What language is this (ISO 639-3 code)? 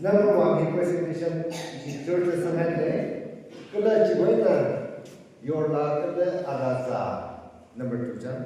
nmf